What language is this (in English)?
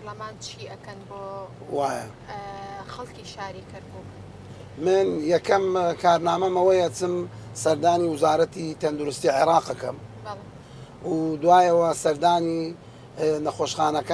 Central Kurdish